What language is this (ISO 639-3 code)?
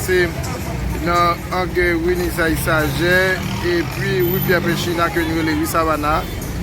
hat